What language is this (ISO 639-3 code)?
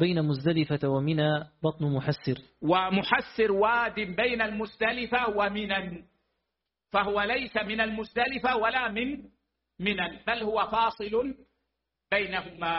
ara